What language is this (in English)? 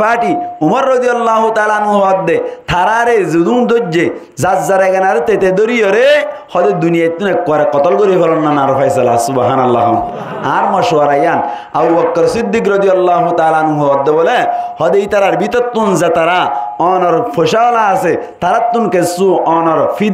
Rohingya